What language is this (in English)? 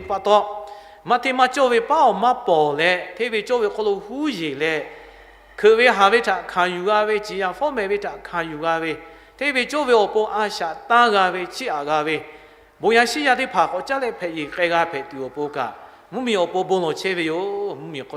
Lahu